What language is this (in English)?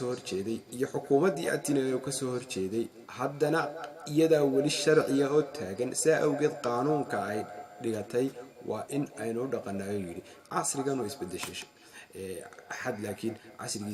Somali